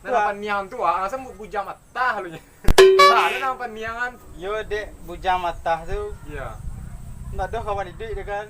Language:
Minangkabau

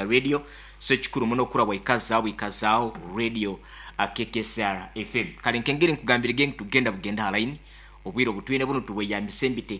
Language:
Nyankole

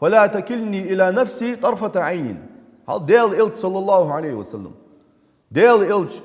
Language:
Ingush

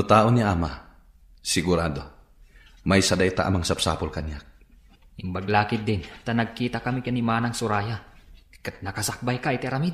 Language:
Iloko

